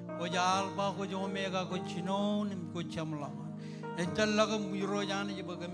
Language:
Marshallese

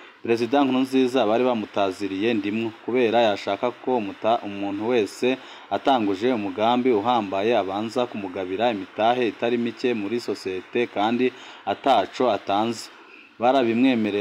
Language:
Rundi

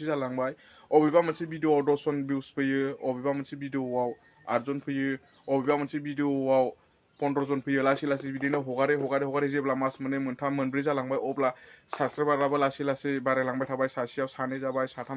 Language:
Bodo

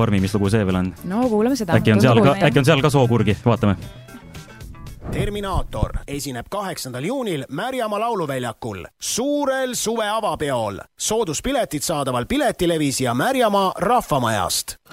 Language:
Estonian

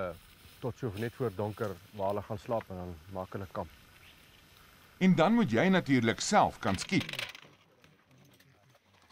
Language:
Afrikaans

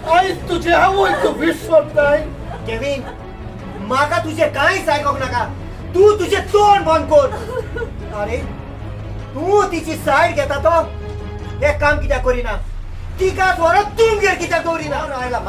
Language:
Konkani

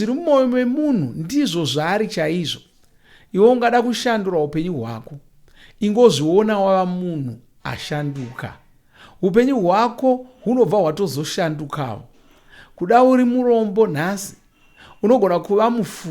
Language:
Shona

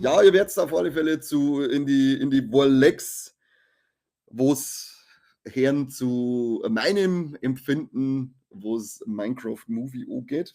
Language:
Bavarian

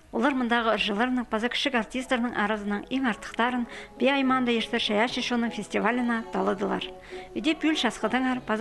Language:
Khakas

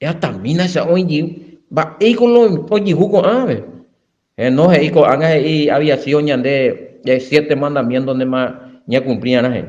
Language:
Guarani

